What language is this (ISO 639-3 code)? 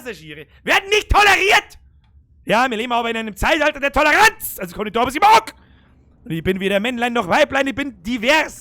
bar